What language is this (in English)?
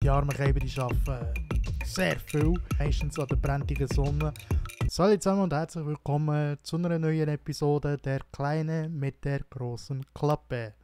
Swiss German